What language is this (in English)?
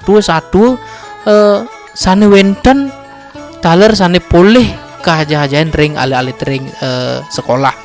Balinese